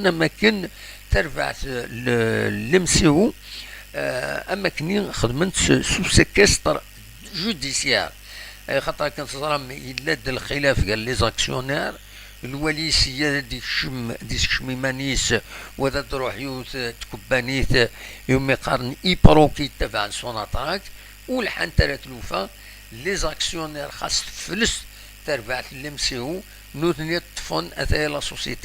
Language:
Kabyle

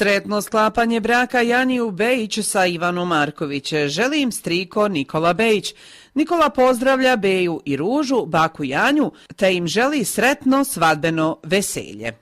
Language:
Croatian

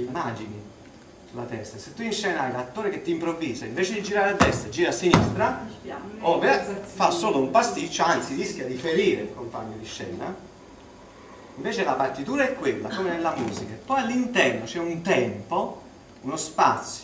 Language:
Italian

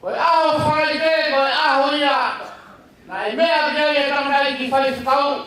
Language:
Tongan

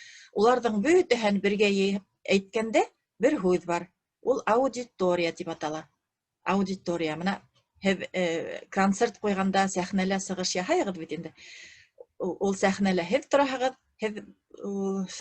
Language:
Bashkir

